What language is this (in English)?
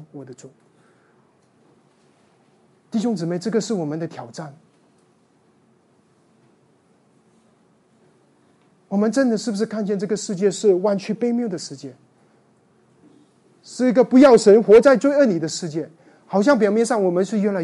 Chinese